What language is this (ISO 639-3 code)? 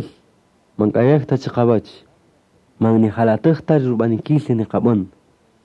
cak